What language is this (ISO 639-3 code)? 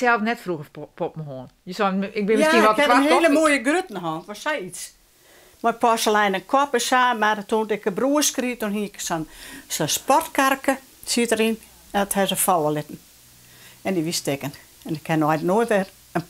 fry